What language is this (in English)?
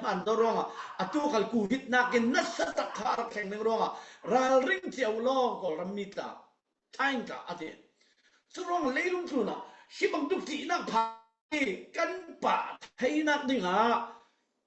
Falam Chin